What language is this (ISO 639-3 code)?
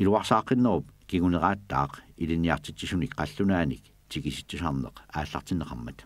kal